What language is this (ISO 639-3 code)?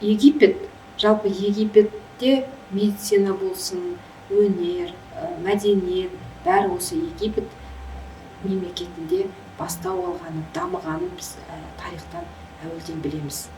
kaz